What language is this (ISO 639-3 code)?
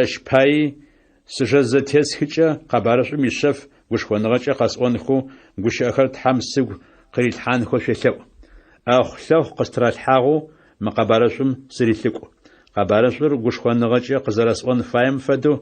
ady